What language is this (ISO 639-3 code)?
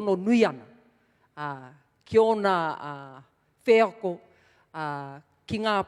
mri